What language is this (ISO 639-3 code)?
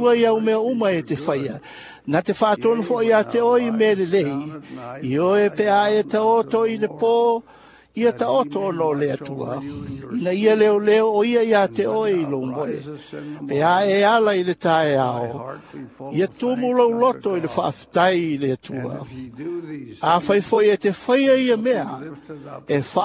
smo